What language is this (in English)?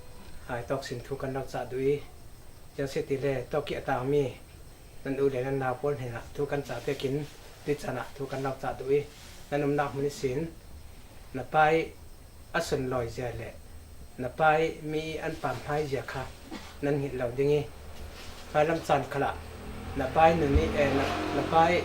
Falam Chin